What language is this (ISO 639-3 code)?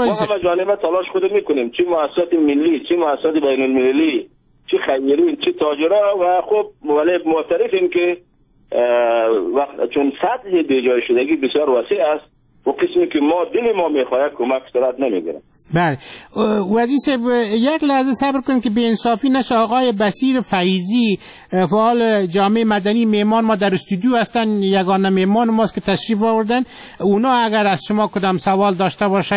fas